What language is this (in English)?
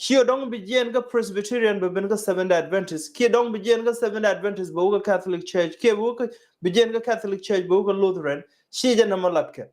Nuer